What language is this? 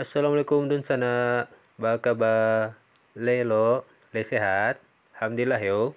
Minangkabau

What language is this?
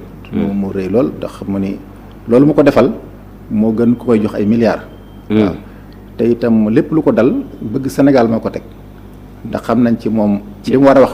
Wolof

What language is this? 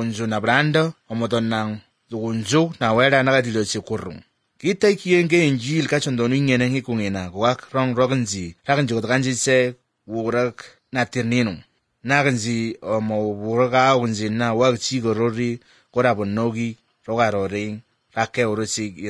Croatian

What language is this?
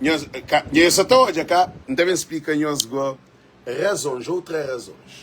Kabuverdianu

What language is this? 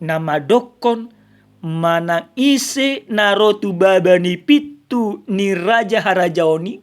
Batak Toba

